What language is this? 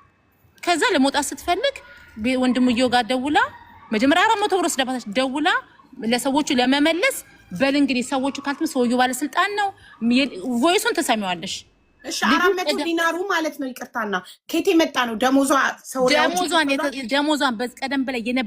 Amharic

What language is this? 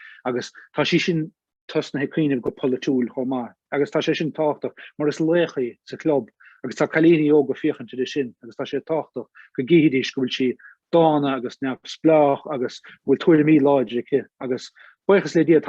Irish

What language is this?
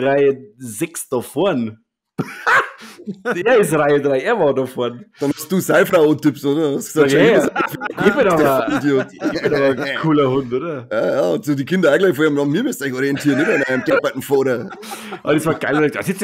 Bavarian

